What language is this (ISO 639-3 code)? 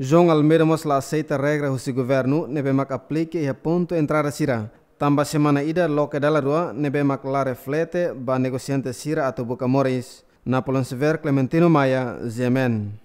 tet